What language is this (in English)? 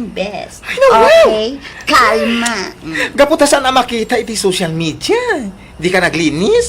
Iloko